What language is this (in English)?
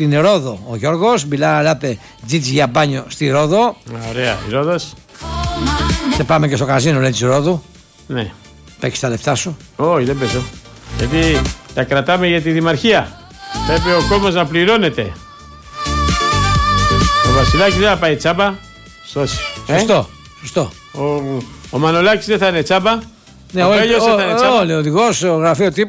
Greek